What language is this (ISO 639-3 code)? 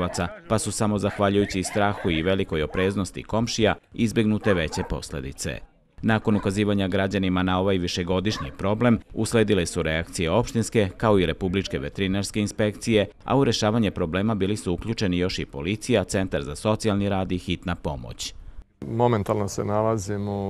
srp